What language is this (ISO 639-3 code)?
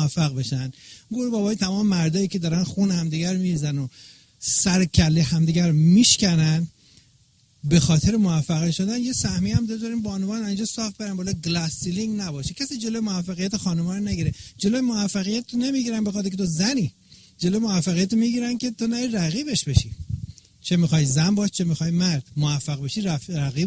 fas